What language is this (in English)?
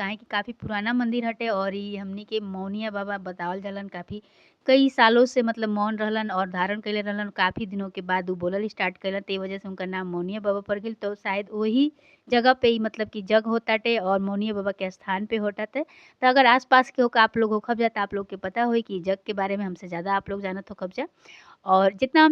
Bhojpuri